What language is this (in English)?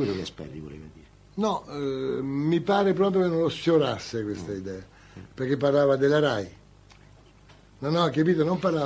Italian